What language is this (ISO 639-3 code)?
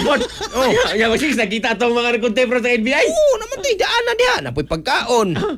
ceb